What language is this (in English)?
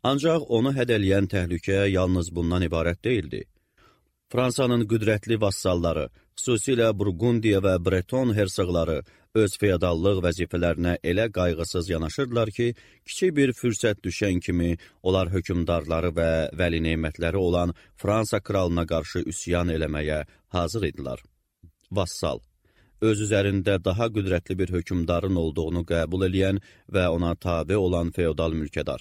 Azerbaijani